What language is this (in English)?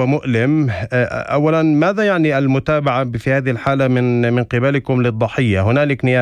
North Levantine Arabic